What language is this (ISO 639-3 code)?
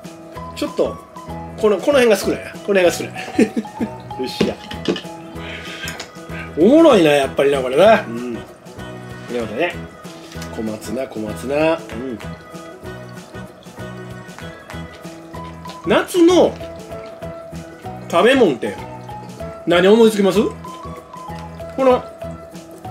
jpn